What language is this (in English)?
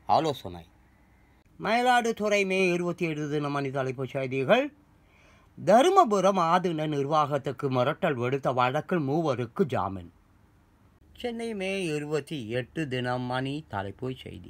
Tamil